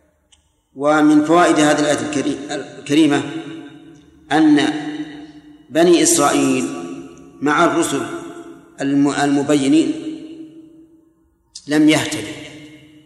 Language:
Arabic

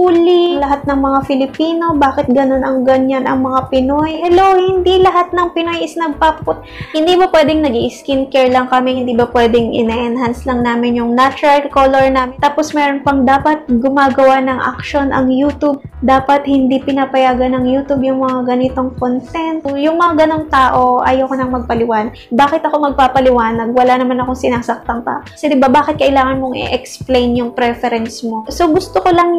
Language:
Filipino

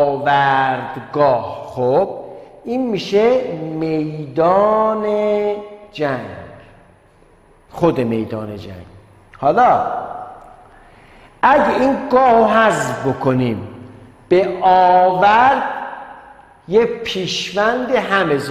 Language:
Persian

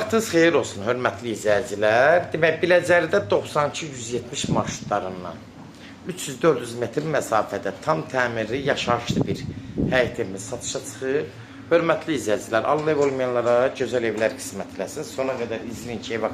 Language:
Azerbaijani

